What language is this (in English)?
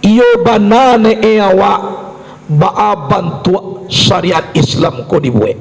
Minangkabau